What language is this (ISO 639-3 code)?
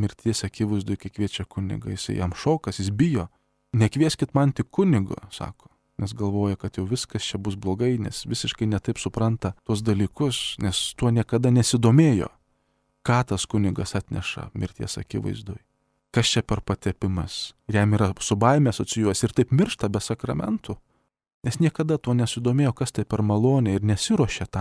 lit